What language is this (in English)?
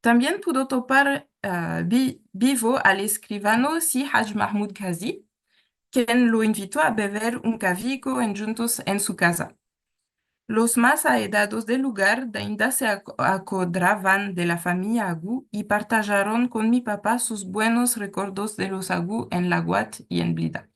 Ladino